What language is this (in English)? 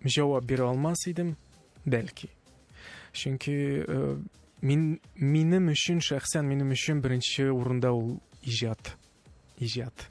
Tatar